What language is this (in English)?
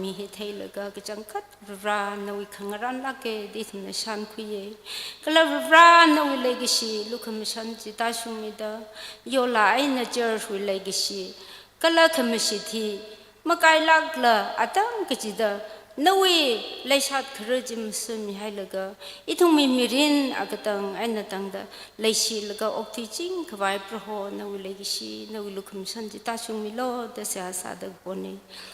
Tangkhul Naga (India)